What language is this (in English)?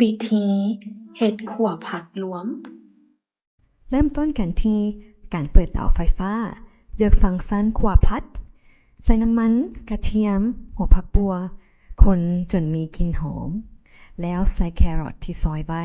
Lao